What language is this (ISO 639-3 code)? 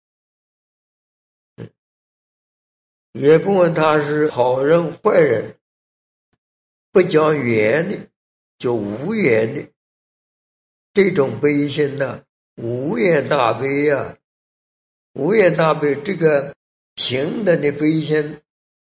zho